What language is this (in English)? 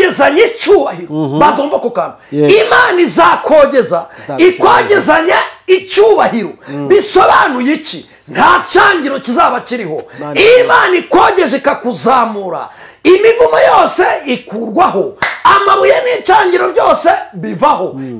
Kinyarwanda